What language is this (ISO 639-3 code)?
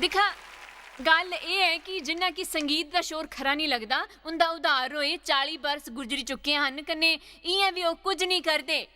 doi